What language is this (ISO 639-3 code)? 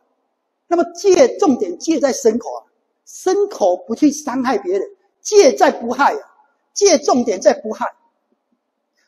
zho